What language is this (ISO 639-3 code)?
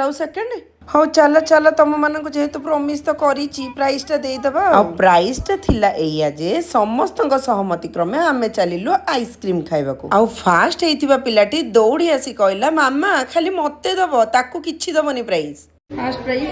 ori